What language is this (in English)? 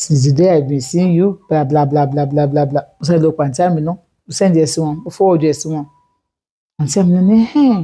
Yoruba